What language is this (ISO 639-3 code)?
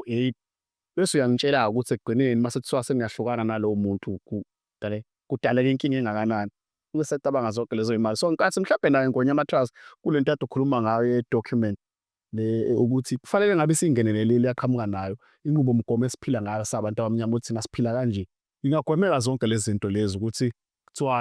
zul